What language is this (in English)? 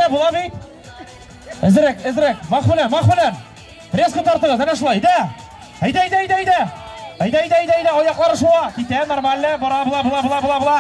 Tatar